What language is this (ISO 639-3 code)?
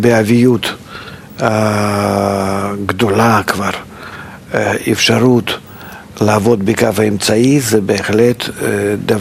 heb